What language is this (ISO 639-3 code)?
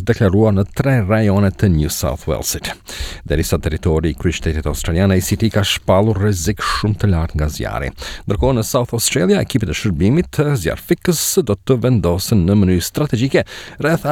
sqi